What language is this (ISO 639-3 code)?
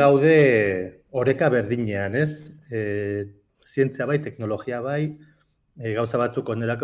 eus